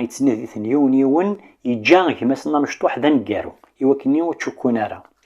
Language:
Kabyle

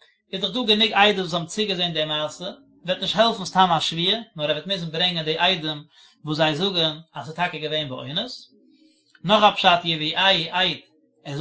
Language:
Yiddish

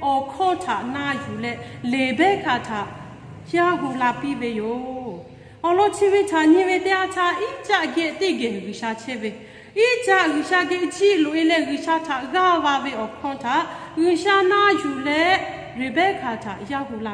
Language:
Lahu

